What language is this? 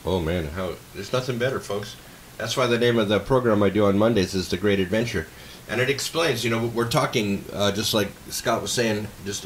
English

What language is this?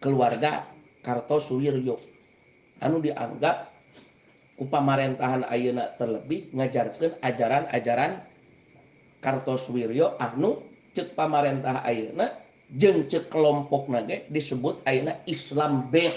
Sundanese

